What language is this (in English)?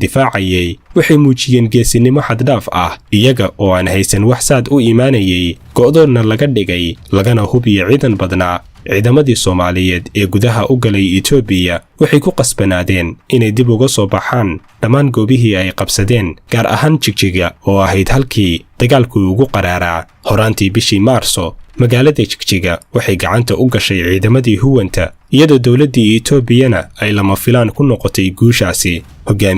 Somali